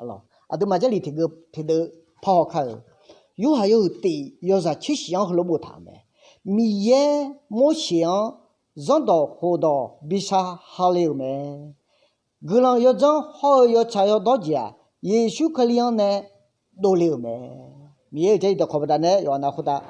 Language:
Akha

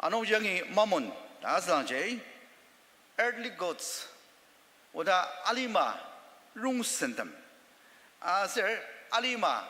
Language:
Ao Naga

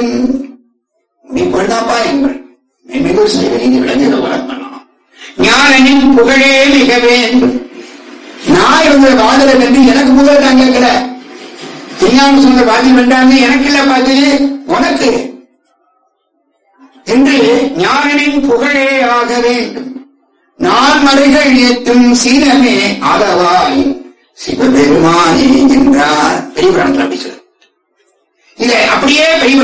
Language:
Tamil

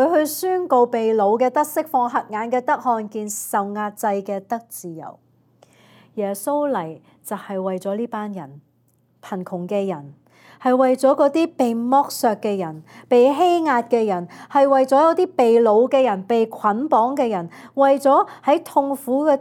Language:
Cantonese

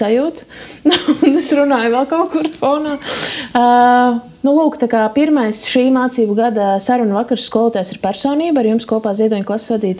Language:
Latvian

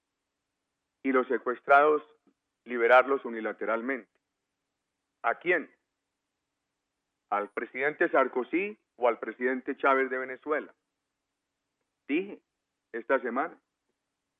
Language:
Spanish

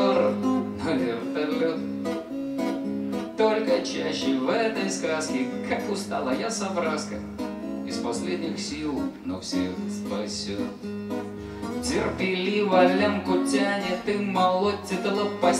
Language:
Russian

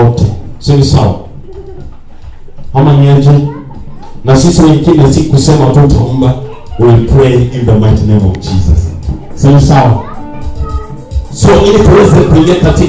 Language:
Swahili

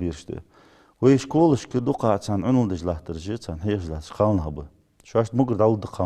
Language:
Ingush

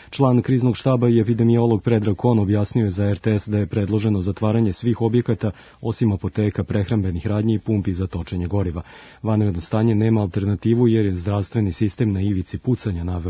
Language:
Serbian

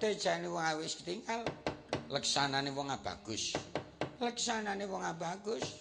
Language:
Javanese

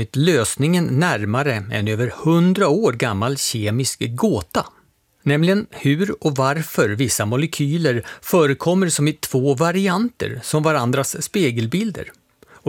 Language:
Swedish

